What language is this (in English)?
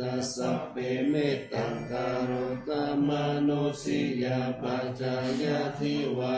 Pali